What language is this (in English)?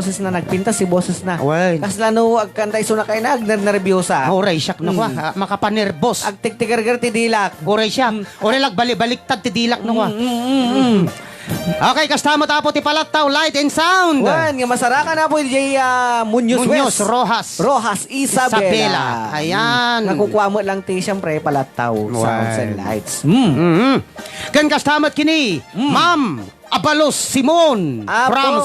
Iloko